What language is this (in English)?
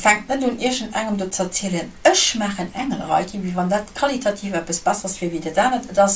Luxembourgish